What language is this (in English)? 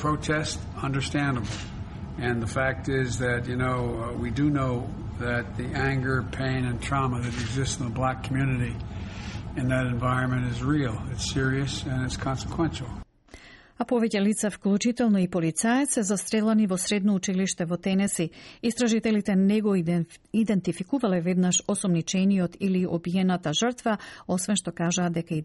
Macedonian